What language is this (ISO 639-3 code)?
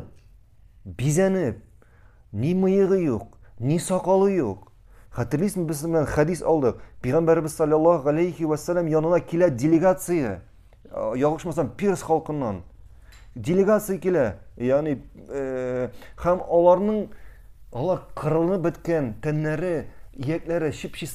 tat